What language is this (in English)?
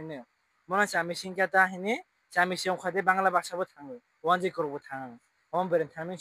Kok Borok